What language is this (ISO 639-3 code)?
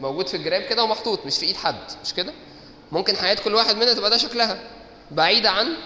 arz